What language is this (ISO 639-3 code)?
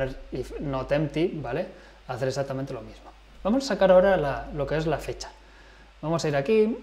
spa